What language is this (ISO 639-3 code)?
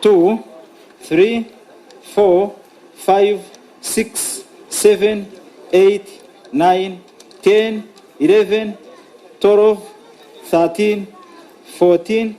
nyn